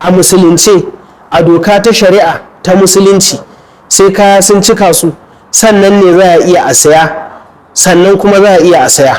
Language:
Hausa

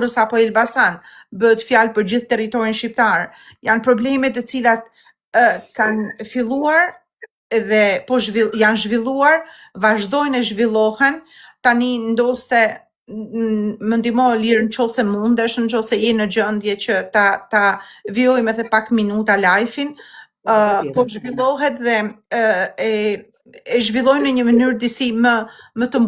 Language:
Albanian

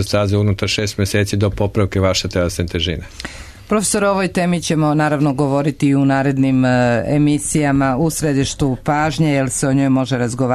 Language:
Serbian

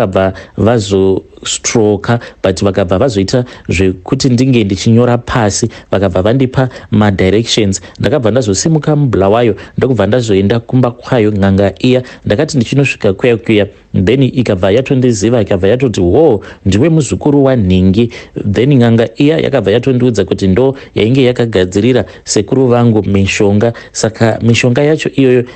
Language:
Shona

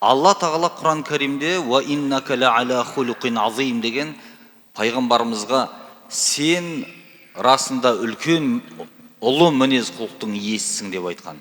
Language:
Kazakh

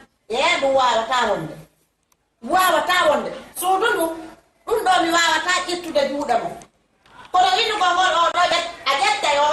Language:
Fula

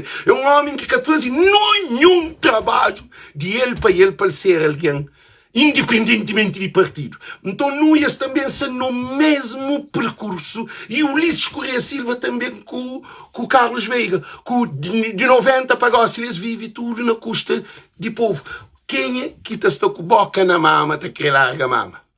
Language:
Kabuverdianu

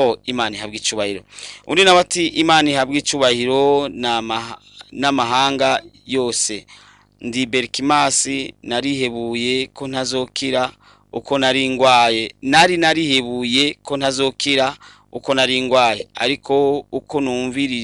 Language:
Rundi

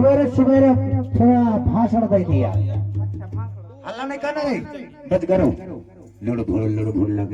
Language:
Chhattisgarhi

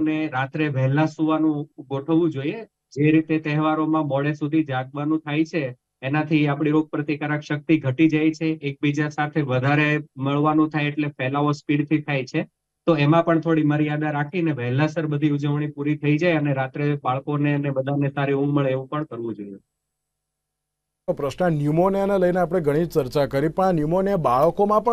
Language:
Gujarati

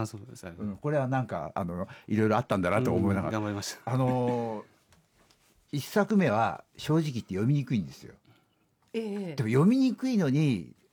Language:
Japanese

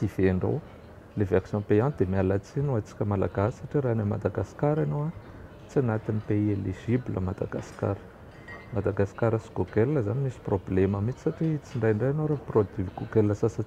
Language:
Malagasy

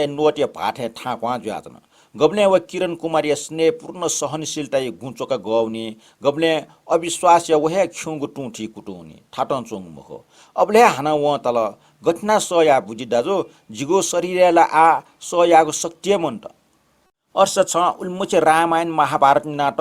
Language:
Newari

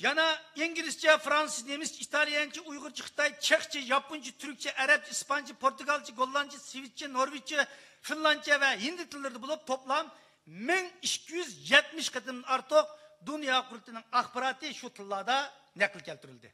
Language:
Uyghur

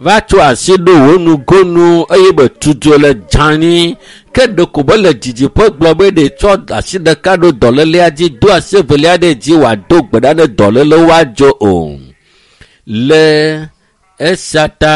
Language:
Ewe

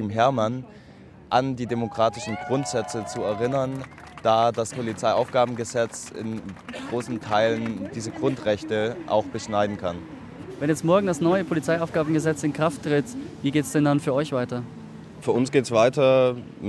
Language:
German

